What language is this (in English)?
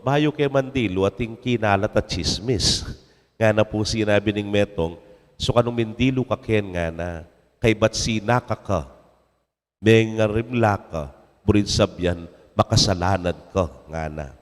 Pampanga